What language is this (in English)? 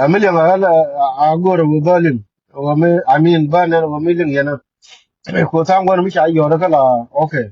Nuer